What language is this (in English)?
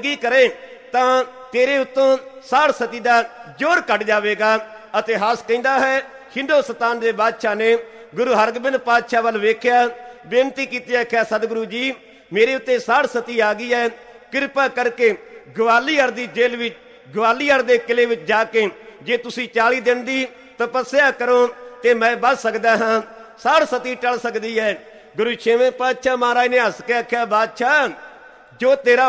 Punjabi